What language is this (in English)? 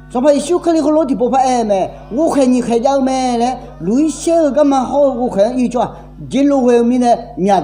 Akha